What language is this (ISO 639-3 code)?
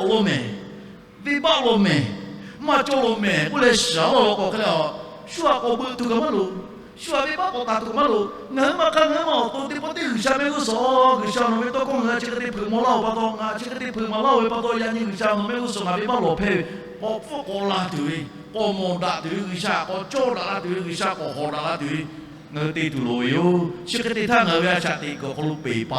lhu